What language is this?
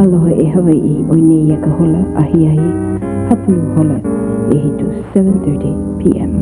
Hawaiian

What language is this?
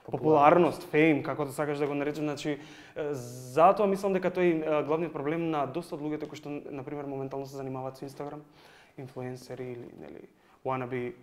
Macedonian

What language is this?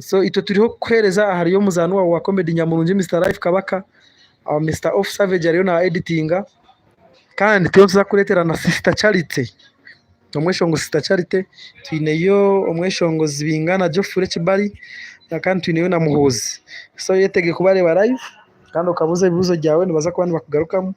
Nyankole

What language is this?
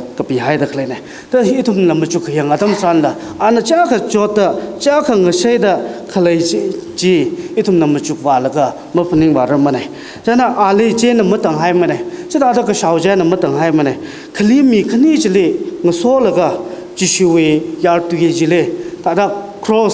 Tangkhul Naga (India)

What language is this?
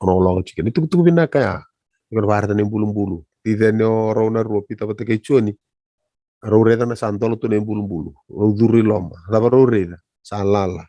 Fijian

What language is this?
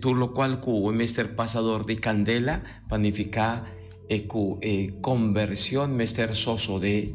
Papiamento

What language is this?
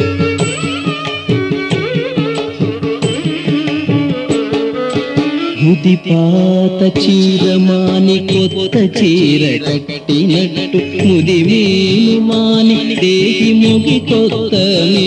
Telugu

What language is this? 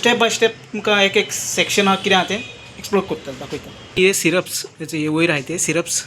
Konkani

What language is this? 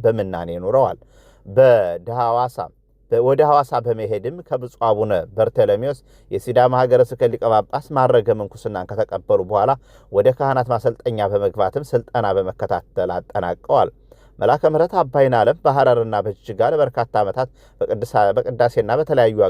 Amharic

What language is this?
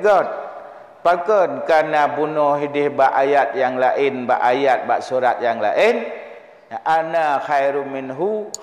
Achinese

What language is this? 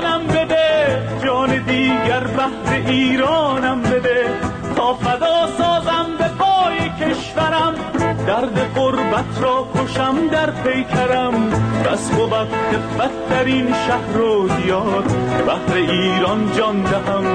Persian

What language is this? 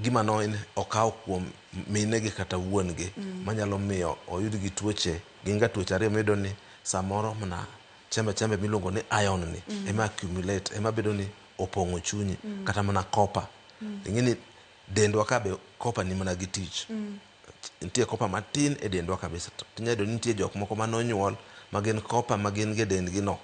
Luo (Kenya and Tanzania)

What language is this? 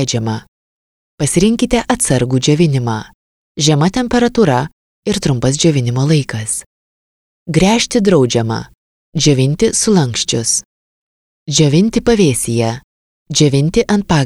Lithuanian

